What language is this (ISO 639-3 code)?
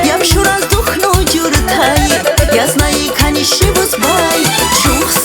tab